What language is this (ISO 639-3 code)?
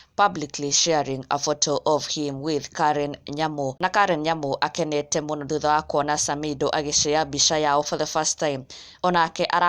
kik